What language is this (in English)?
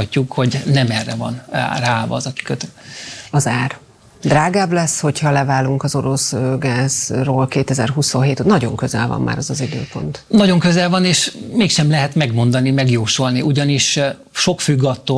Hungarian